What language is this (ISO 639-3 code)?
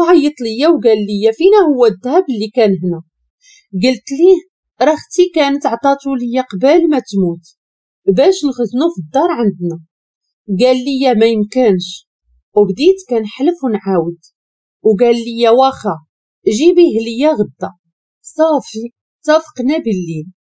ary